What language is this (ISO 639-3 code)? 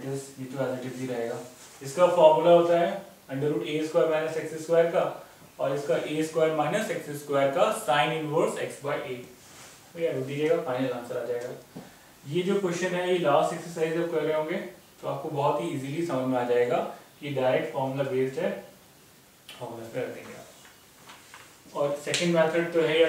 hin